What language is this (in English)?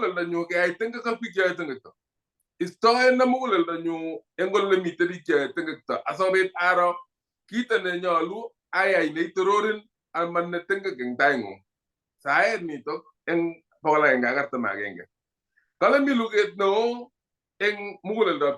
Kalenjin